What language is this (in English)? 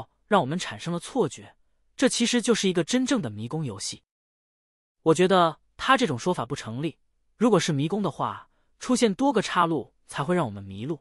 Chinese